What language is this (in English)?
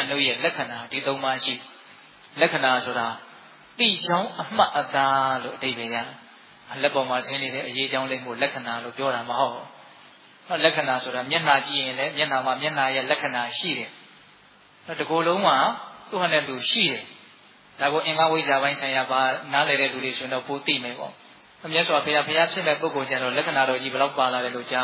Burmese